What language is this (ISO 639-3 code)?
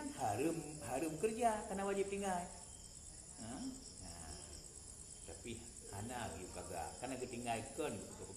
ace